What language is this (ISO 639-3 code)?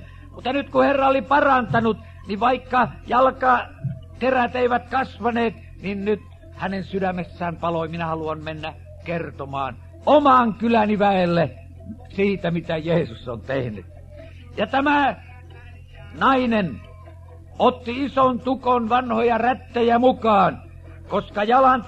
fin